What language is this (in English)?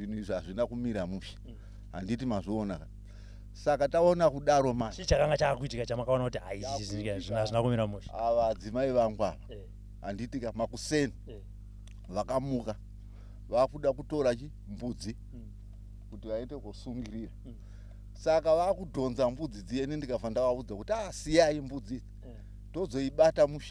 Shona